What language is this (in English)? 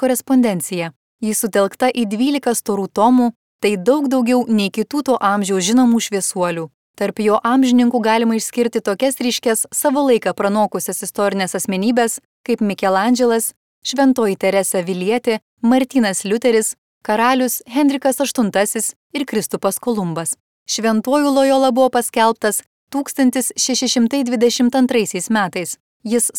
Lithuanian